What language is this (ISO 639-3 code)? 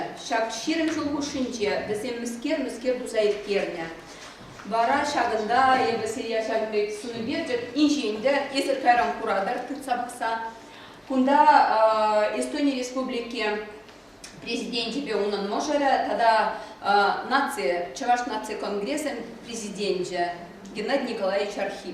chv